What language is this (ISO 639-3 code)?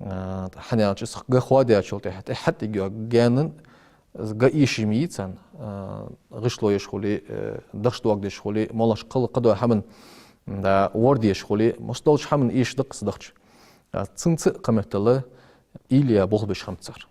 inh